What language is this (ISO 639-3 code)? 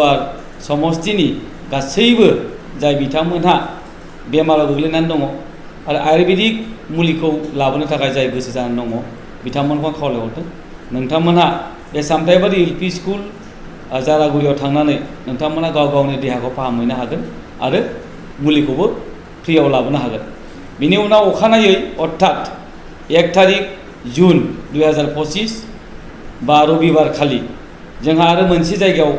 brx